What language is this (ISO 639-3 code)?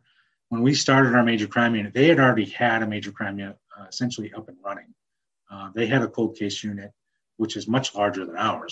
eng